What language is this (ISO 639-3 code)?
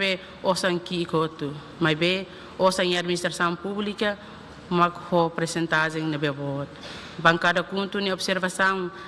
tet